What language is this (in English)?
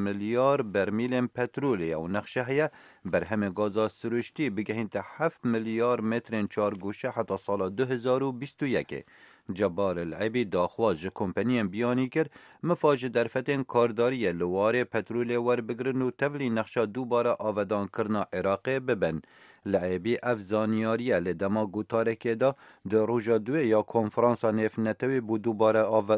Kurdish